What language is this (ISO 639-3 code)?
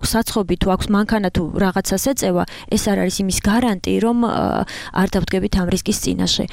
kat